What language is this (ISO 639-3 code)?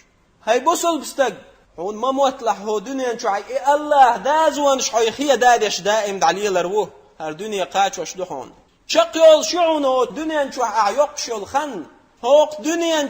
che